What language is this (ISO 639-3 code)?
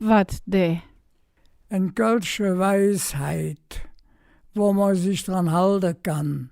ksh